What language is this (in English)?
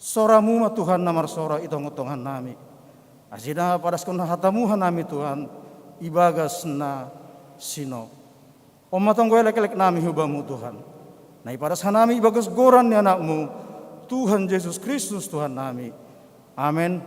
Batak Simalungun